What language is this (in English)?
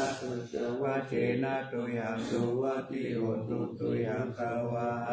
Pali